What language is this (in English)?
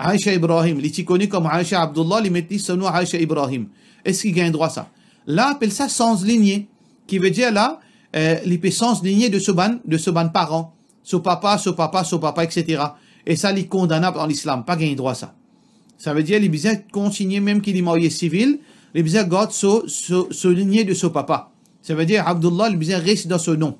Morisyen